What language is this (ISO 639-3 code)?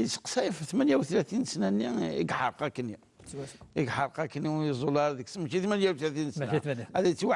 kab